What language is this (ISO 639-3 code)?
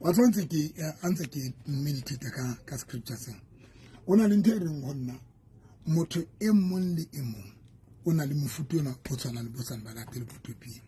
sot